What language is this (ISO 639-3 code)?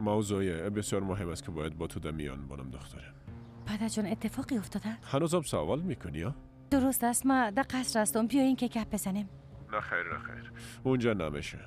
fas